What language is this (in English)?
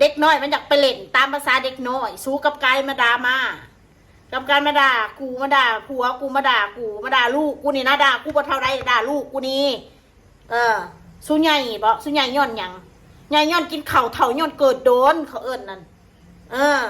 Northeastern Thai